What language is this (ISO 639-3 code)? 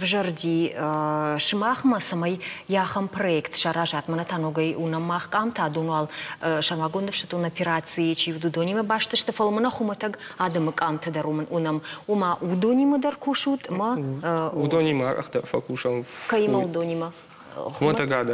oss